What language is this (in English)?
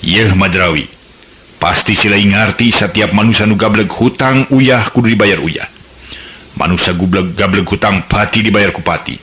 Sundanese